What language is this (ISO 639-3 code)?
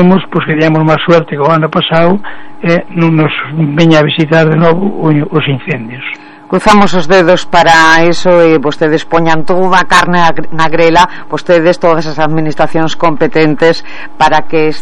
glg